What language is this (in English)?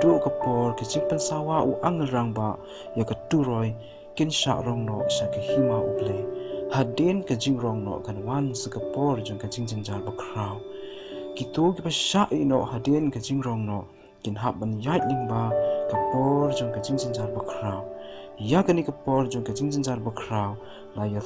Khasi